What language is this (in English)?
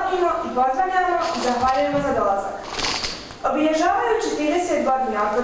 Bosnian